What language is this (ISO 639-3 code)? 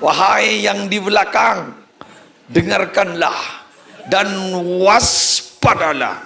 mad